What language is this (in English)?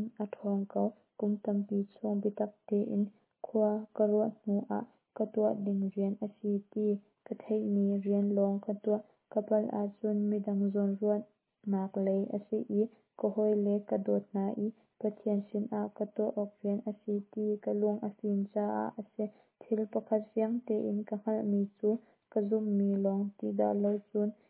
Hakha Chin